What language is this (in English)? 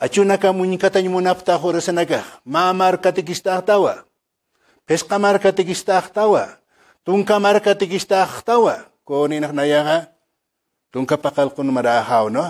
Aymara